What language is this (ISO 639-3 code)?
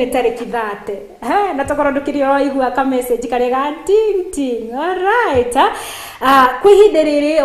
kik